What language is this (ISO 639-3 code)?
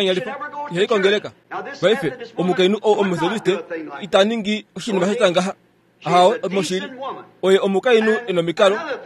kua